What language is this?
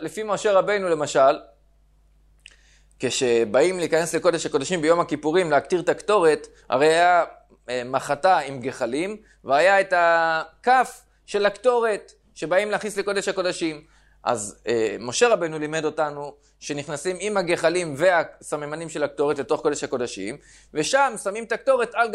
Hebrew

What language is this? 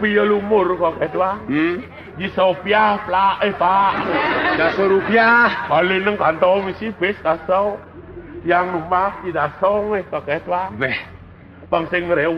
Balinese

